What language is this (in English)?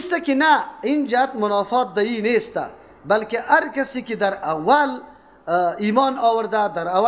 Persian